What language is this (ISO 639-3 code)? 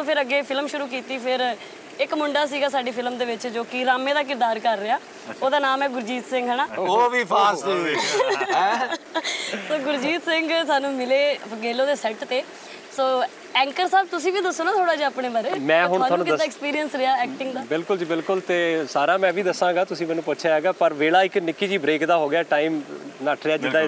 pan